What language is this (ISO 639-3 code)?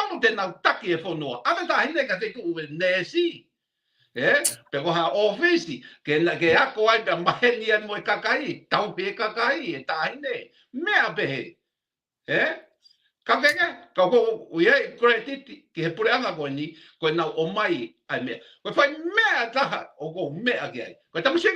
ton